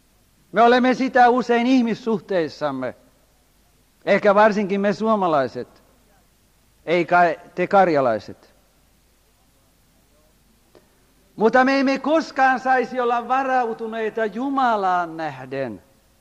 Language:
Finnish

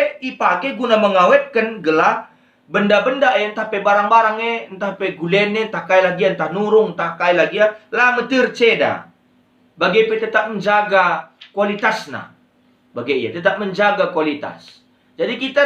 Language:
Batak Karo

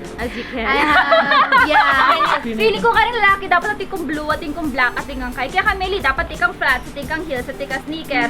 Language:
Pampanga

